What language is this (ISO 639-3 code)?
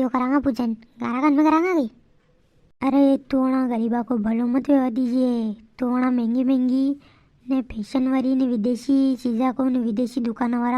raj